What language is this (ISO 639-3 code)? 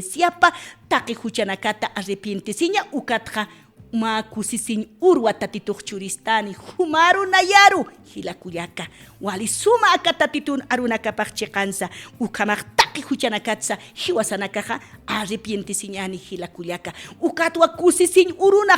aym